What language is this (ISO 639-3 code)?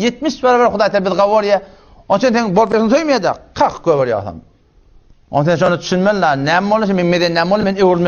tuk